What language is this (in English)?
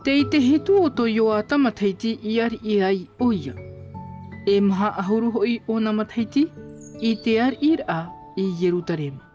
Tahitian